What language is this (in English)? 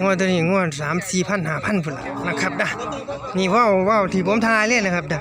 Northeastern Thai